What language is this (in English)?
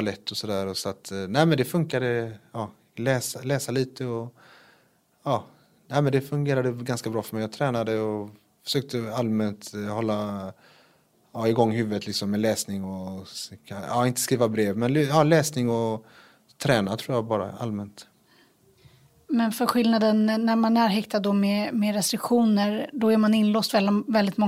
Swedish